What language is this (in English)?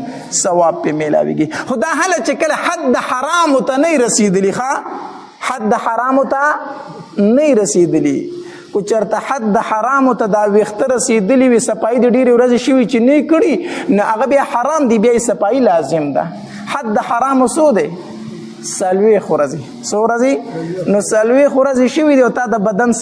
Pashto